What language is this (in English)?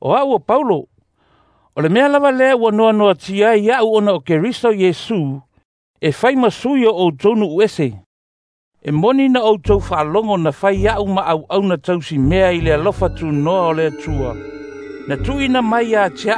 Samoan